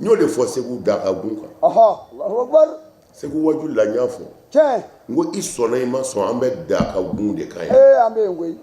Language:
Bambara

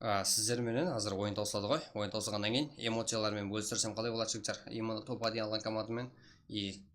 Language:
Kara-Kalpak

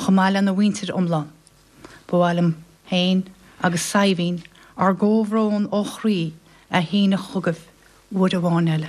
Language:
Irish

